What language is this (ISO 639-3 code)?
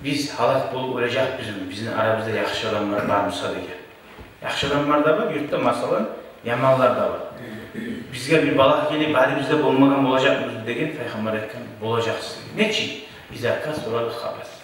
kum